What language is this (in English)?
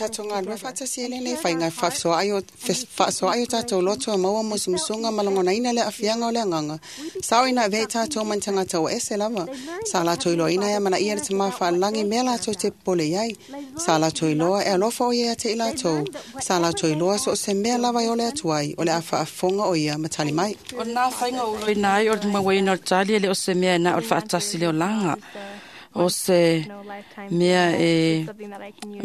Samoan